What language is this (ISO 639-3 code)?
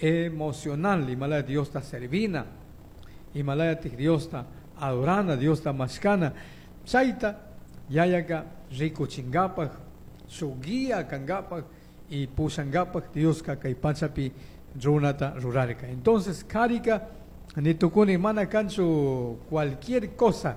qug